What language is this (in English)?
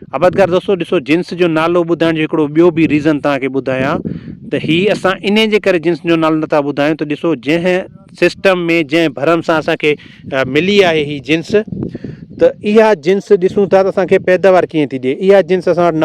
Sindhi